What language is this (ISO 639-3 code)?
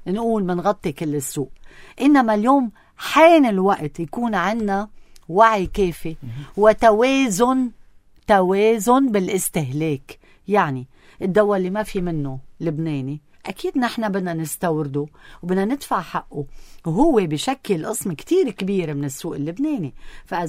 apc